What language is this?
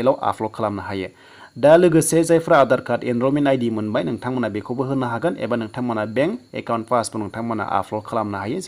Bodo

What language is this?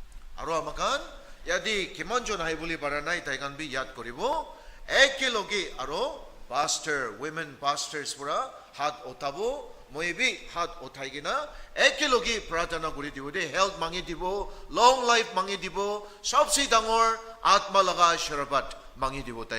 Naga Pidgin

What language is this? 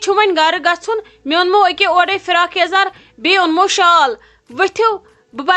Kashmiri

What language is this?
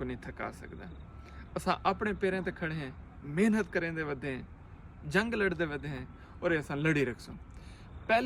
Saraiki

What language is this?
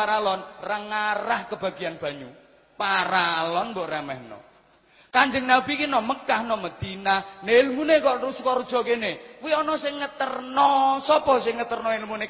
Javanese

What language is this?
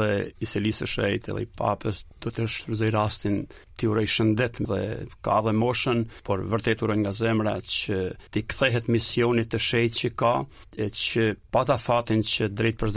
Albanian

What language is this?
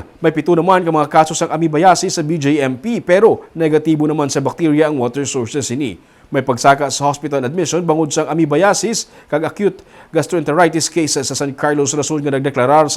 Hiligaynon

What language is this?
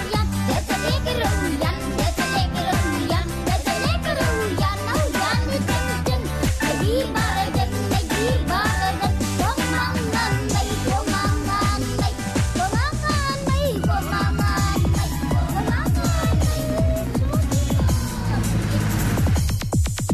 Afrikaans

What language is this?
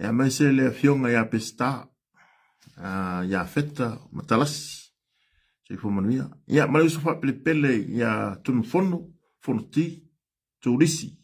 Samoan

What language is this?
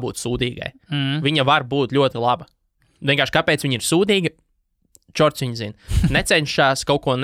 Latvian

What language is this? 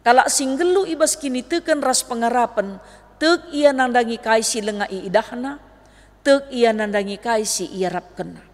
Batak Karo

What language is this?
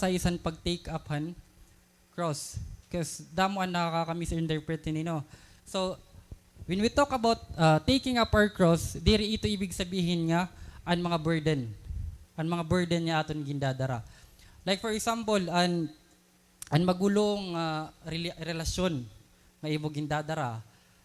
Waray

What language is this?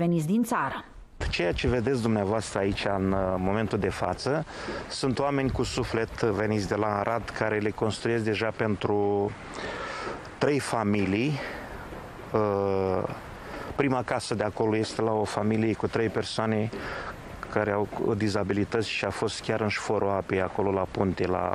Romanian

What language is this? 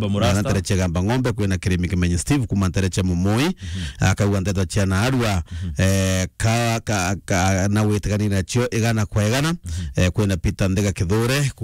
Meru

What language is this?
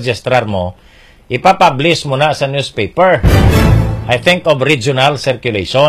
Hiligaynon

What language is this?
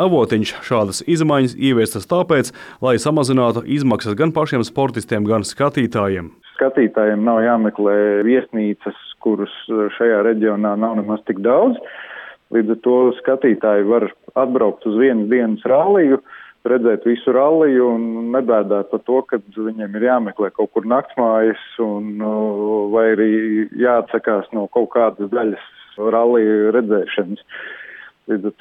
Latvian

